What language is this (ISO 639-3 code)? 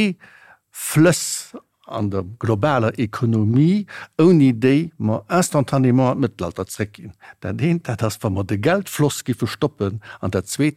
ltz